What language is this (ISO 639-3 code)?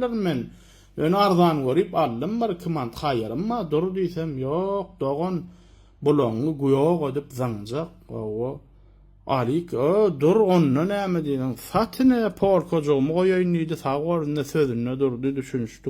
tuk